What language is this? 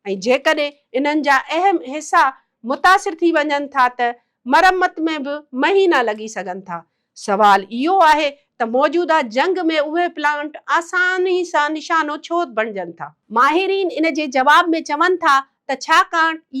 Sindhi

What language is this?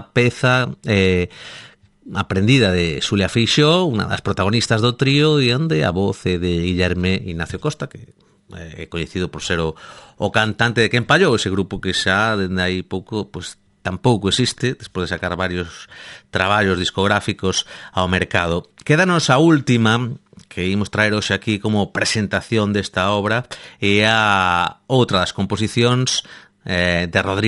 Galician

